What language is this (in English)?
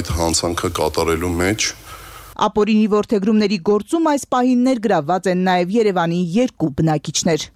Armenian